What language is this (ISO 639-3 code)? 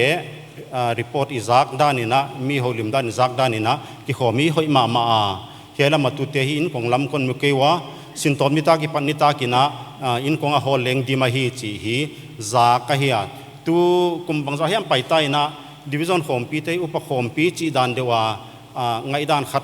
pck